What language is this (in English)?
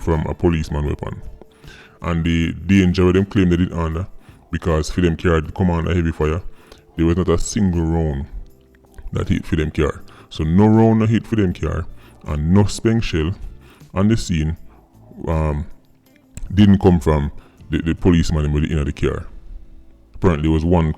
Jamaican Creole English